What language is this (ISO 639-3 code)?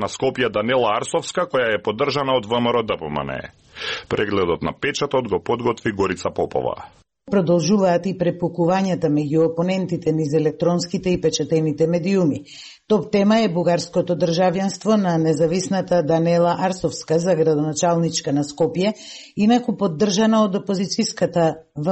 mkd